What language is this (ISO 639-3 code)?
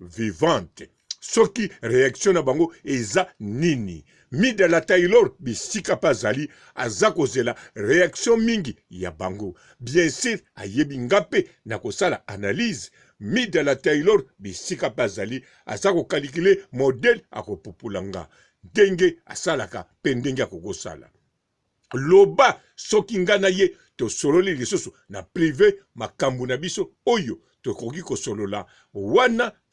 lin